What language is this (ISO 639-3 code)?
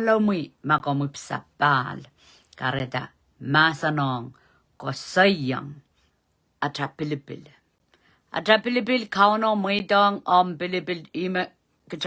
pon